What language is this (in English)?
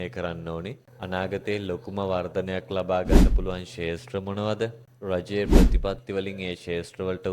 Sinhala